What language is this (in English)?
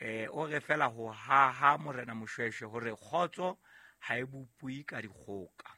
Southern Sotho